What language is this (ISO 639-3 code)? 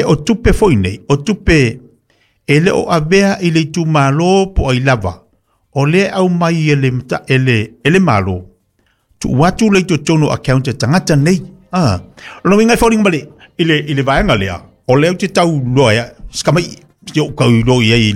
smo